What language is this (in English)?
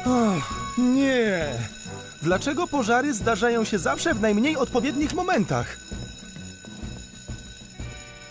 Polish